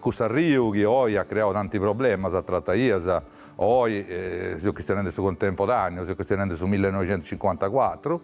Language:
Sardinian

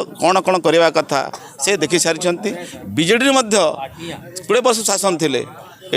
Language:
Odia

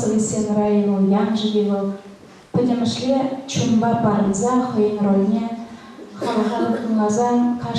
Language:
Chuvash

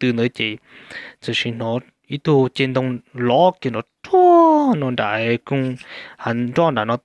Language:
Hmong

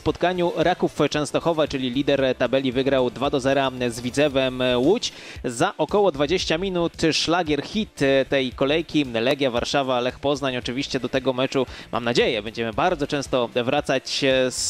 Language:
Polish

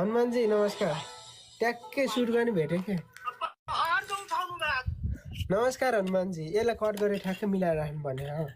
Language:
Nepali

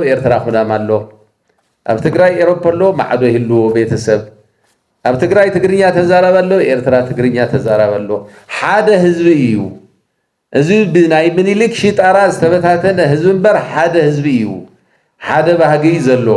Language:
Tigrinya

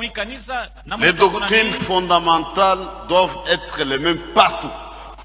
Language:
Swahili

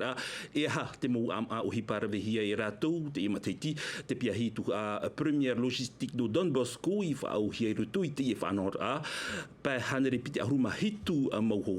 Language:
Tahitian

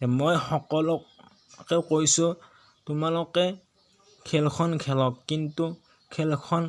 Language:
Assamese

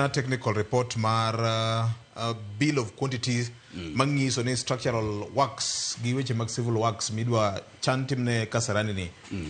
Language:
Luo (Kenya and Tanzania)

